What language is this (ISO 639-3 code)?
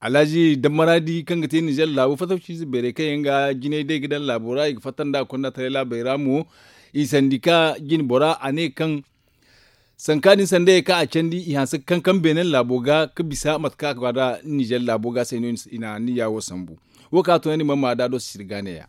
dje